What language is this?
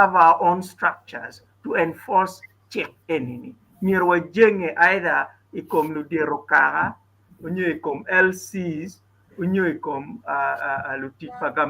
Acoli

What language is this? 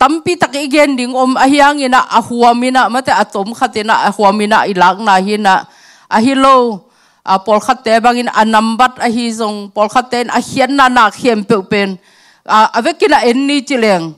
Tedim Chin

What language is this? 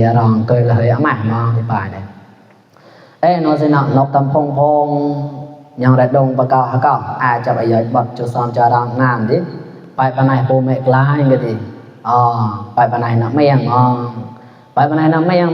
Mon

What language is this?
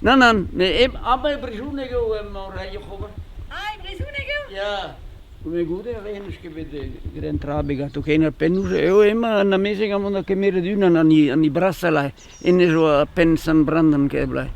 Breton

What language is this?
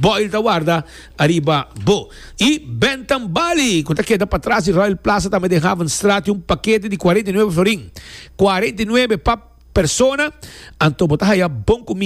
Papiamento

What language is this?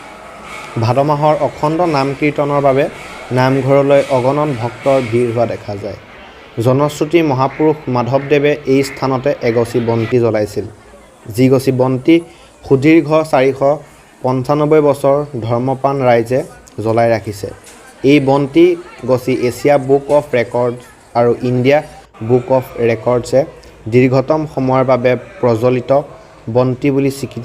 Assamese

